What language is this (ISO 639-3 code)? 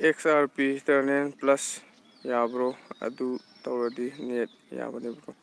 mni